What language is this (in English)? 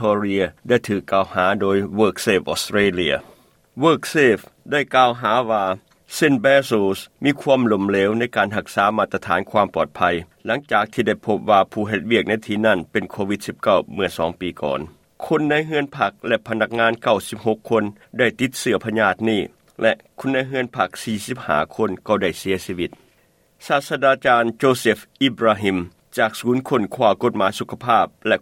Lao